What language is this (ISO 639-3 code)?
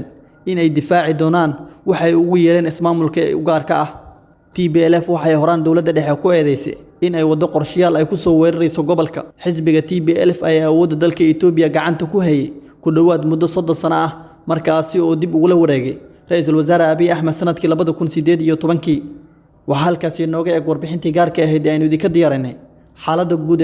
som